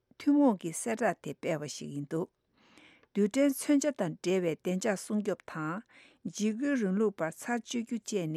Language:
Tibetan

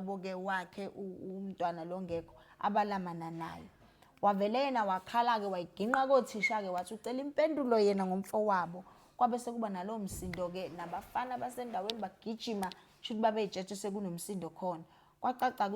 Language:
Zulu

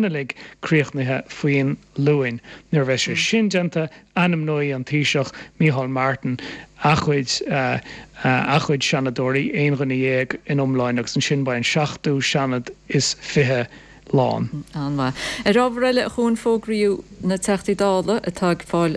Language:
Irish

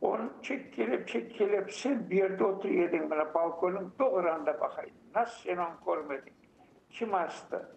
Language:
Crimean Tatar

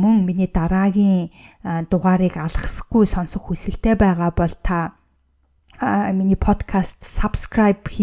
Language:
Mongolian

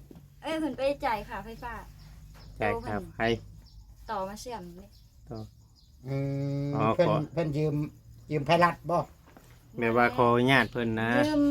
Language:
Northeastern Thai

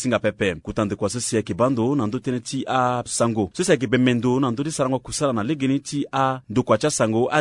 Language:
Sango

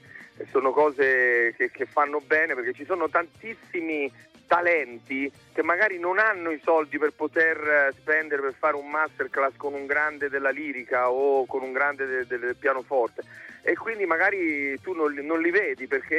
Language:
Italian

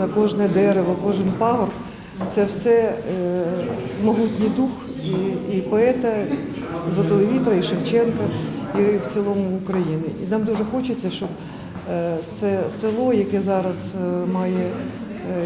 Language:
Ukrainian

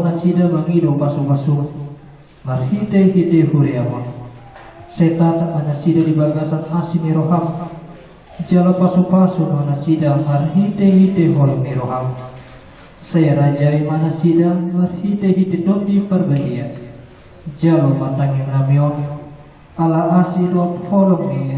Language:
Batak Toba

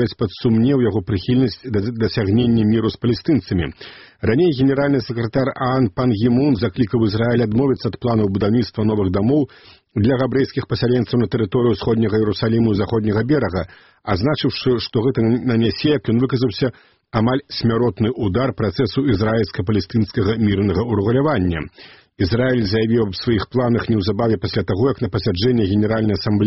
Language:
Belarusian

